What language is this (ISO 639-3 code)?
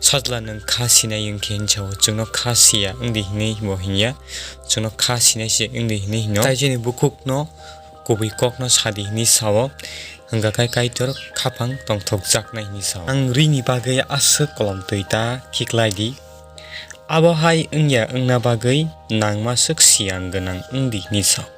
trp